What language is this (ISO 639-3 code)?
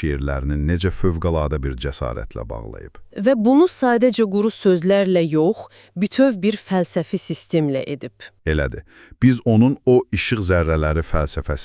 aze